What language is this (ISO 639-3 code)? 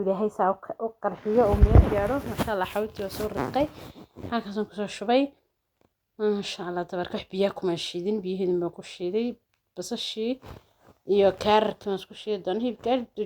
som